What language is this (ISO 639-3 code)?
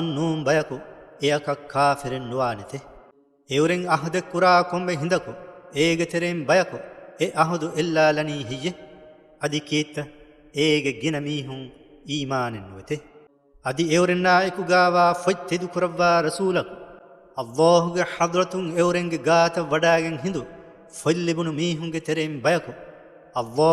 div